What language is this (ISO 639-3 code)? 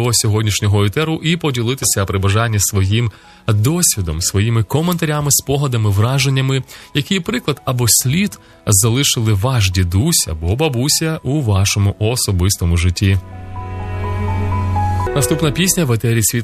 ukr